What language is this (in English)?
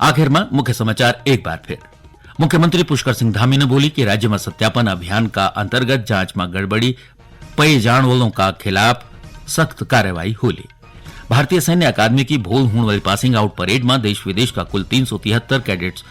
Garhwali